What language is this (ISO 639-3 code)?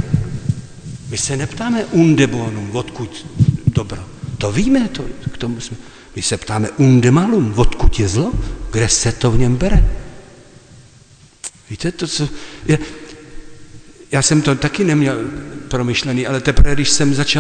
ces